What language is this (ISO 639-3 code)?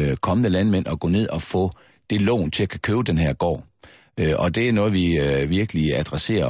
dan